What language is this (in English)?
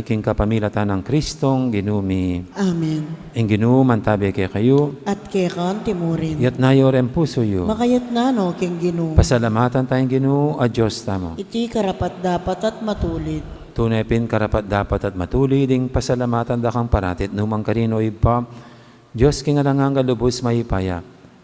Pampanga